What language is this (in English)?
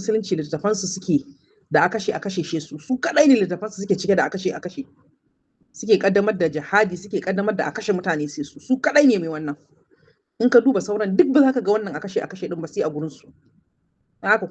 Hausa